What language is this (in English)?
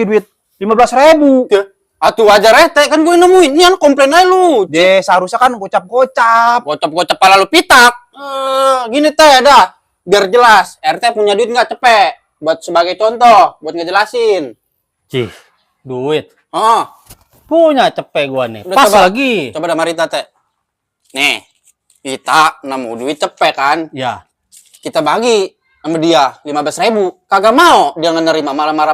Betawi